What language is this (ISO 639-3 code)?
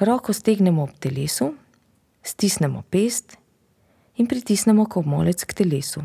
slv